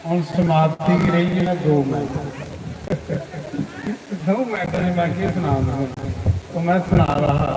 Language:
Dogri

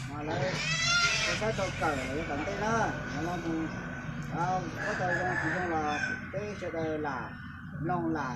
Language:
Hmong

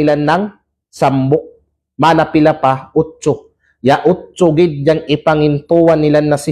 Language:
Kalagan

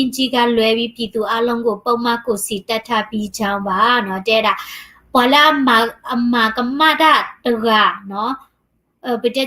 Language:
S'gaw Karen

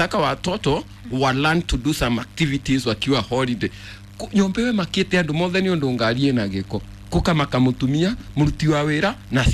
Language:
Kikuyu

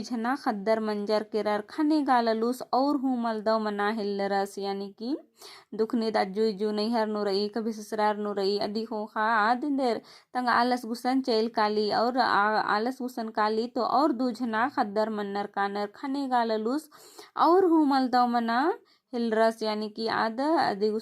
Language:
Kurukh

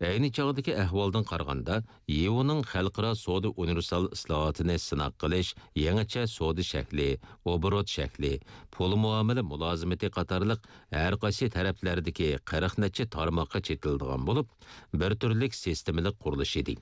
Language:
Uyghur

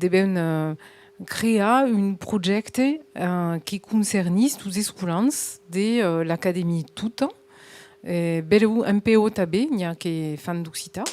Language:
Occitan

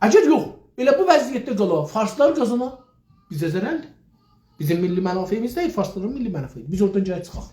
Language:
South Azerbaijani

